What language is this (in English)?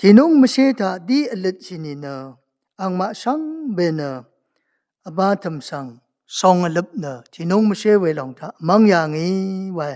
Rawang